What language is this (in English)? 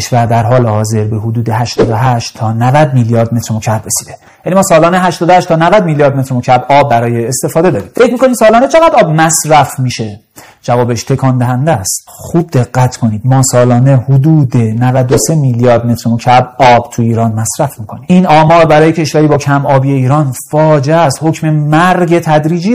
Persian